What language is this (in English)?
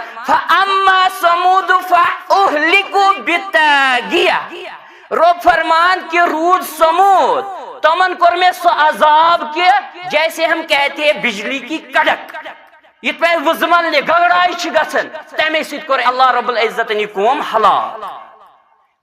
Kashmiri